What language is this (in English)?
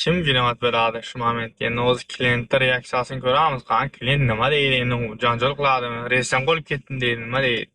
Uzbek